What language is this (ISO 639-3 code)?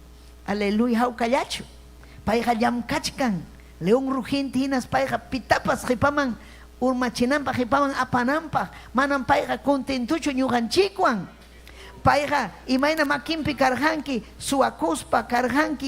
quy